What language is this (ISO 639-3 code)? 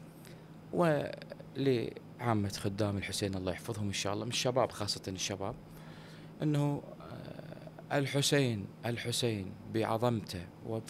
acm